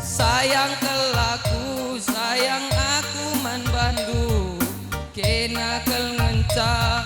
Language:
Batak Karo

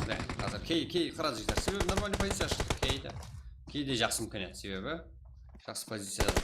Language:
Kara-Kalpak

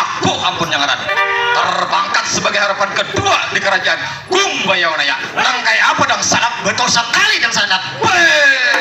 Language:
Banjar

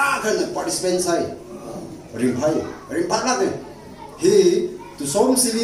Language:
Tangkhul Naga (India)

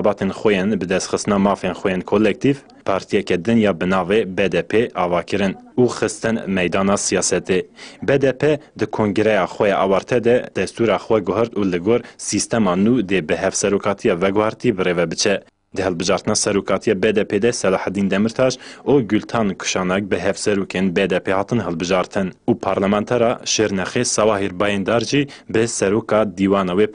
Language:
Kurdish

